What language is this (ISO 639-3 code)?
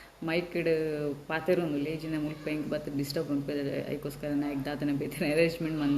tcy